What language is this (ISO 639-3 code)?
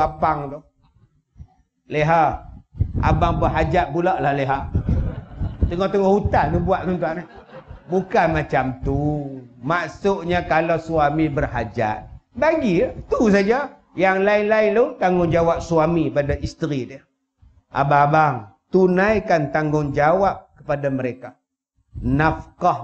msa